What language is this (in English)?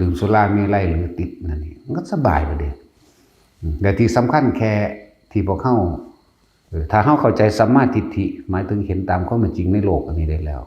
Lao